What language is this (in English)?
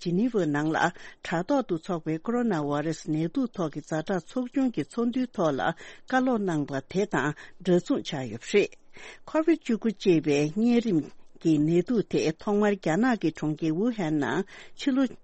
Tibetan